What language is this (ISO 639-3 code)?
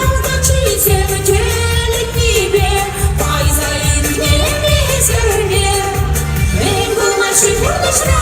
chv